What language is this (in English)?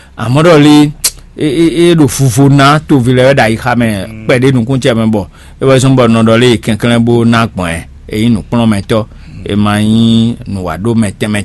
Fon